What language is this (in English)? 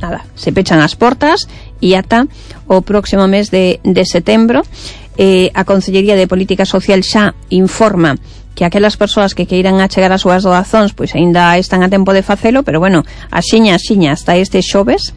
Galician